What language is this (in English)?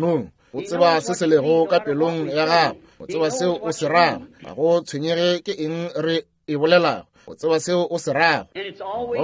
Northern Sotho